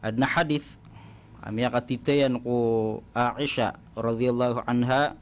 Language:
Maranao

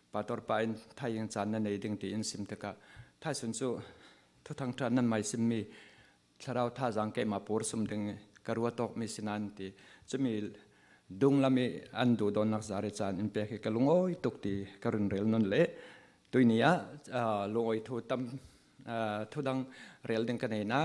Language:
Falam Chin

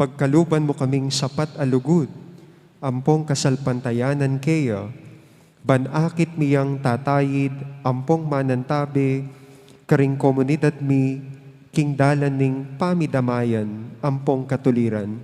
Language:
Pampanga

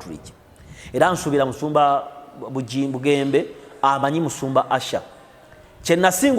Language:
Ganda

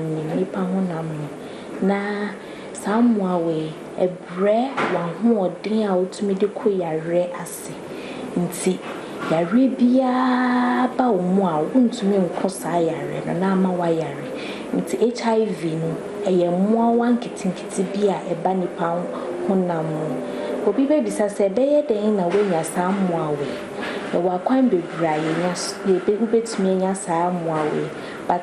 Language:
Akan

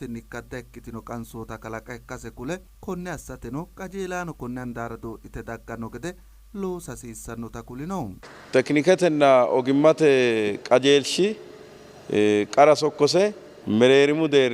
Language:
Sidamo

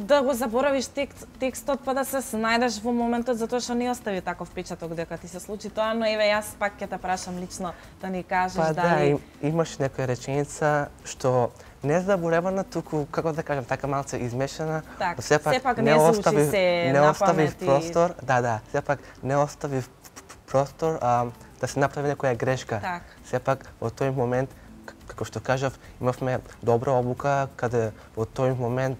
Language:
Macedonian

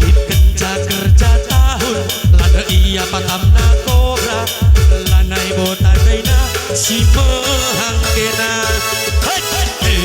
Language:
Batak Karo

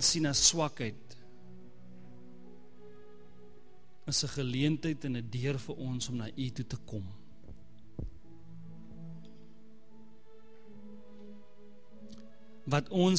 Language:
Afrikaans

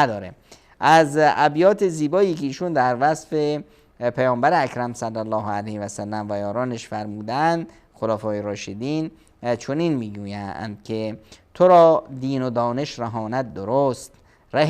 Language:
Persian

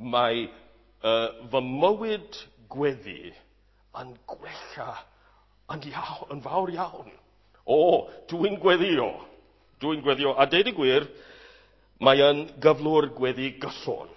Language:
Welsh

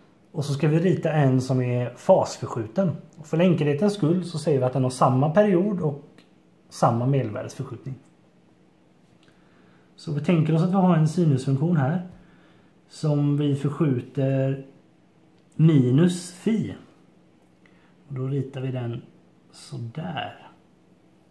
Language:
Swedish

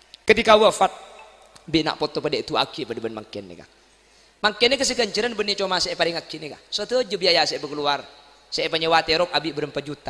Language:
Madurese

